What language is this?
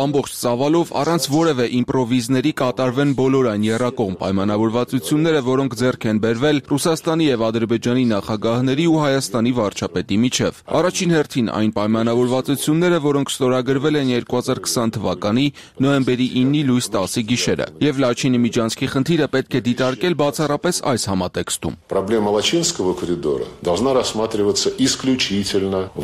Armenian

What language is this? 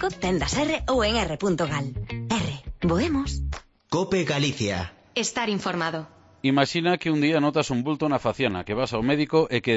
Galician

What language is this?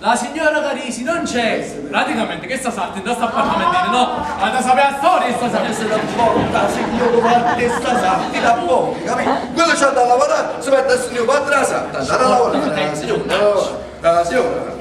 Neapolitan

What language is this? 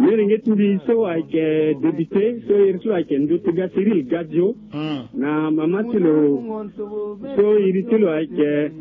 Sango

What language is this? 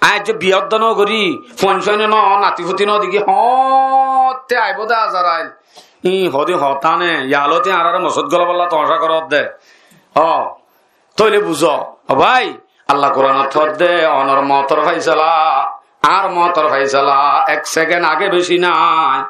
Rohingya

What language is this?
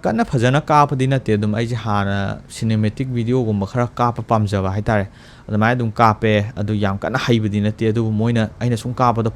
Manipuri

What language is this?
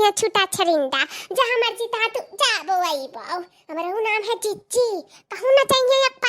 Awadhi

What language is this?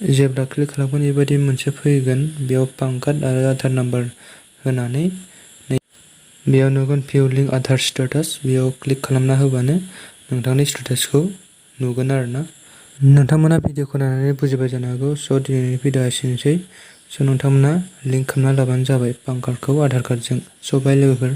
Bodo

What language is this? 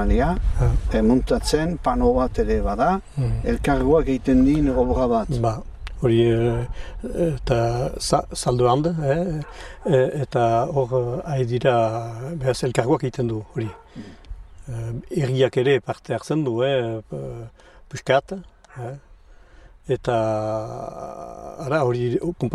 Basque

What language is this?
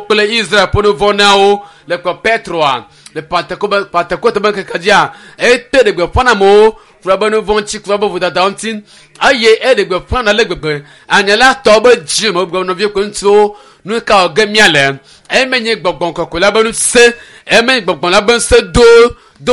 Ewe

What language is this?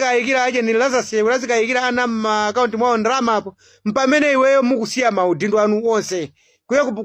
Nyanja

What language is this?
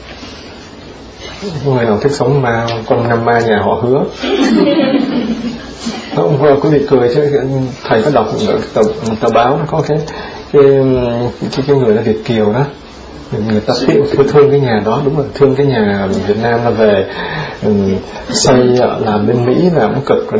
Vietnamese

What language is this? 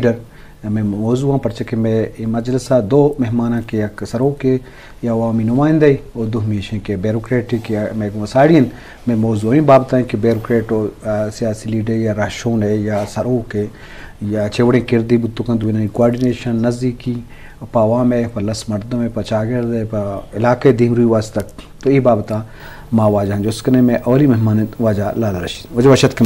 Eastern Balochi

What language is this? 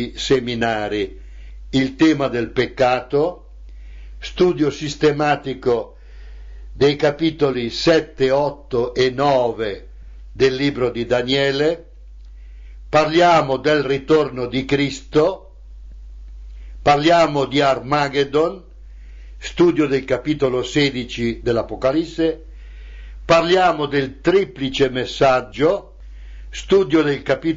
Italian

